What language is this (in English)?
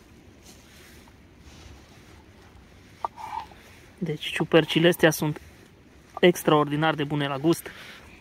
Romanian